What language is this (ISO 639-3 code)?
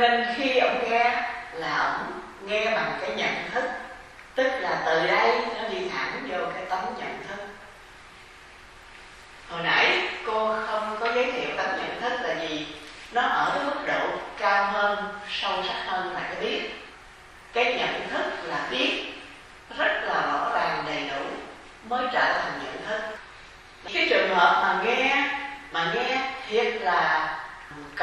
vie